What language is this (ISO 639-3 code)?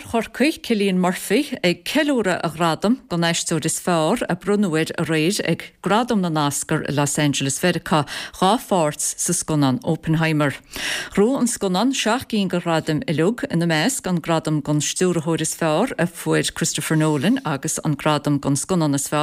gle